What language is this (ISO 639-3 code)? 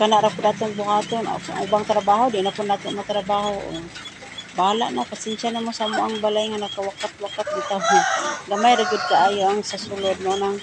ceb